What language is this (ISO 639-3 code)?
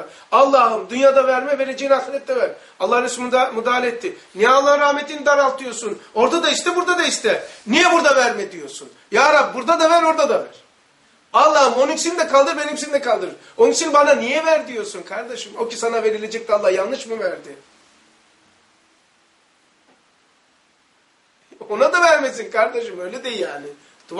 tur